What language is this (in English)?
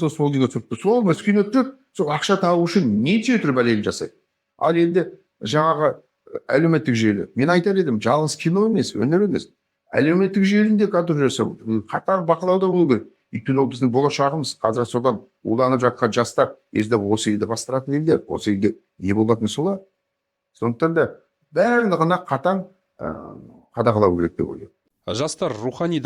Kazakh